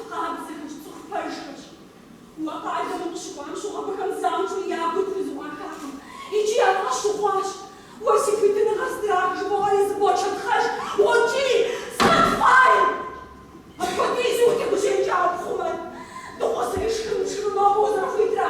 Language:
Kabardian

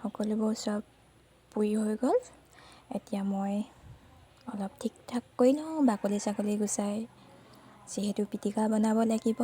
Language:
Assamese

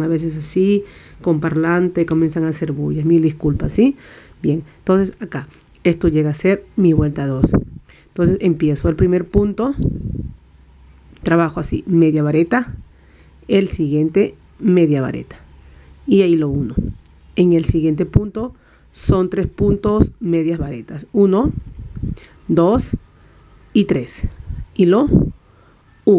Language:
Spanish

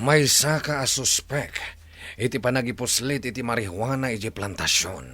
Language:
Iloko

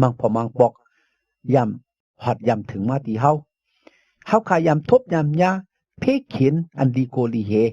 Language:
Shan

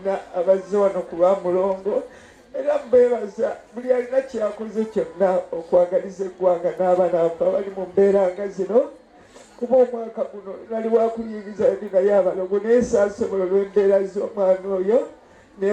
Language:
Ganda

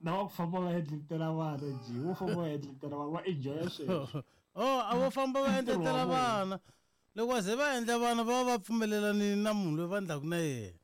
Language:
Tsonga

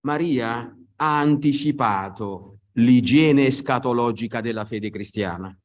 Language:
Italian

